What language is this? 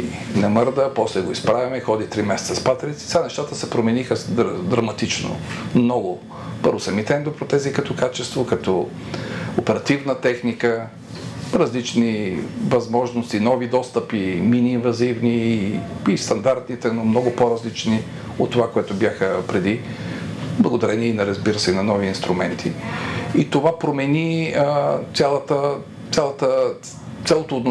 Bulgarian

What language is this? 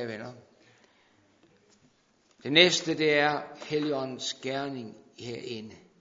Danish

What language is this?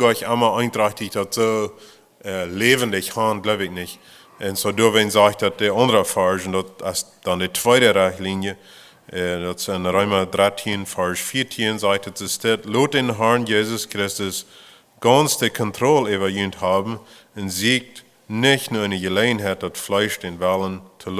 Plautdietsch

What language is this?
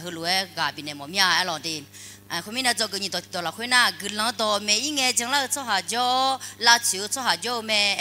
Akha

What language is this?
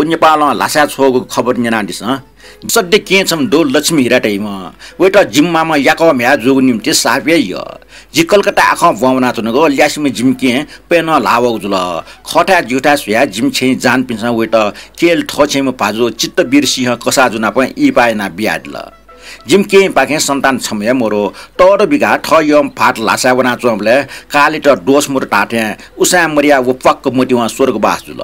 Newari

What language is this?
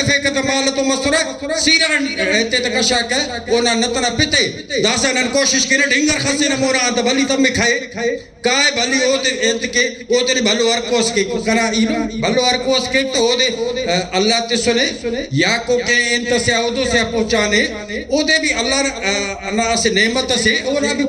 Brahui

